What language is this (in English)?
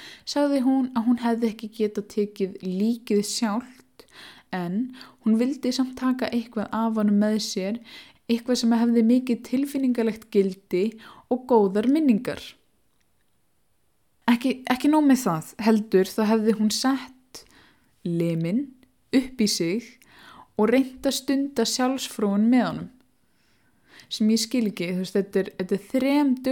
Icelandic